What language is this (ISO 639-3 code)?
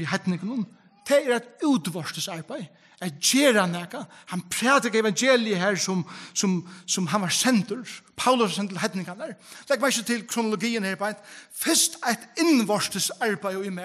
fao